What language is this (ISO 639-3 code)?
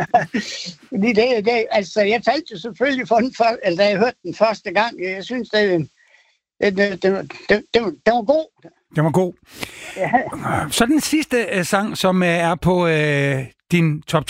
dan